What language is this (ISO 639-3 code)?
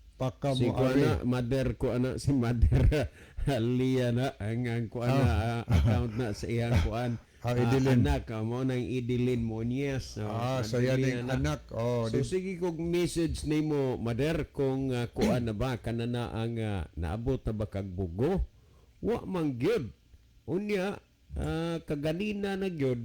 ceb